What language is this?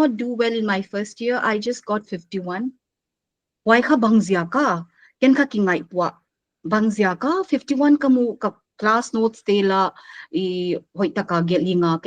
Paite Chin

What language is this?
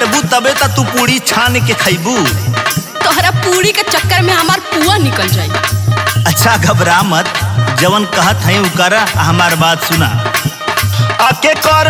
Bhojpuri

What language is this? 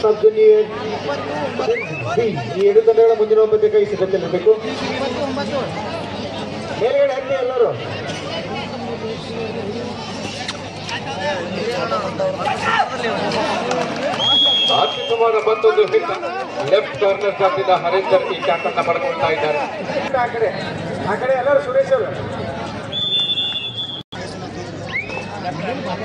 Kannada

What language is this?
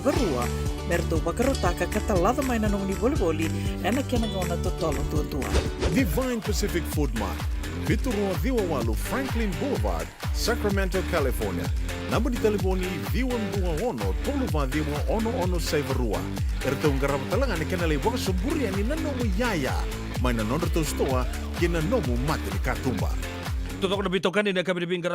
Fijian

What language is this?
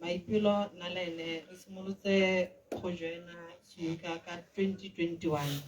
Tswana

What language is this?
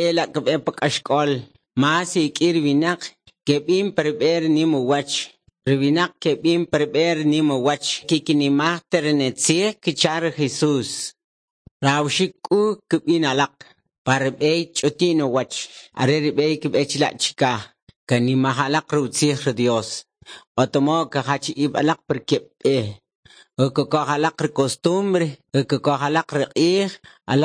Kʼicheʼ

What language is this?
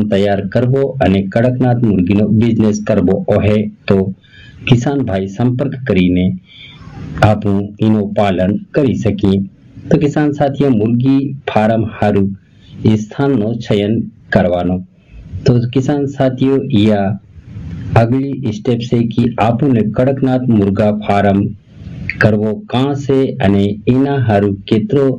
Gujarati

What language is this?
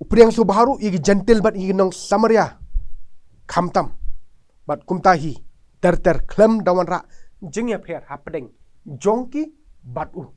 Khasi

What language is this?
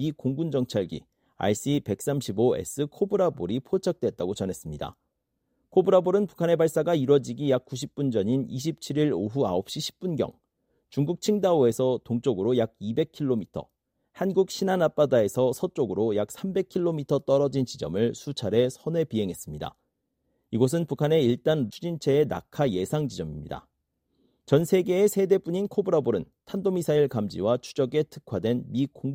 Korean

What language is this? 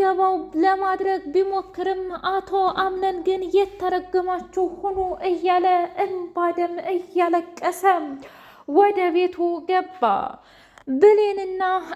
Amharic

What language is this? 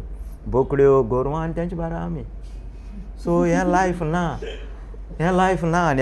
Konkani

